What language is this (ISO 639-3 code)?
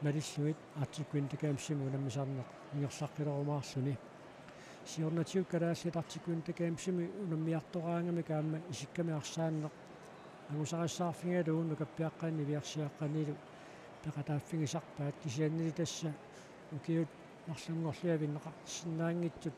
kal